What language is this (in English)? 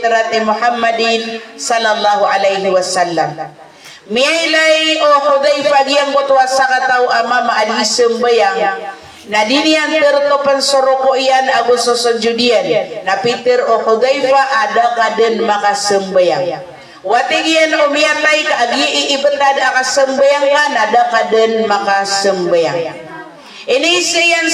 Maranao